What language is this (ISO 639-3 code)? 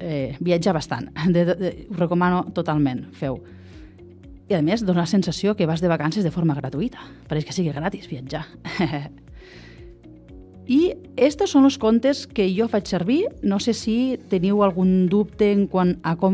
cat